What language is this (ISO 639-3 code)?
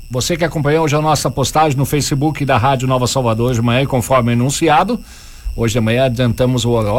por